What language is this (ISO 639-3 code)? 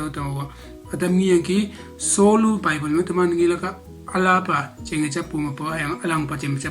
nbe